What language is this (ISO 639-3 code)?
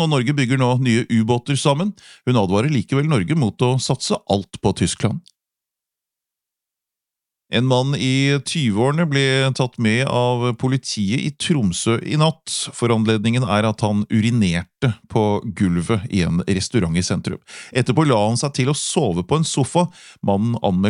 nor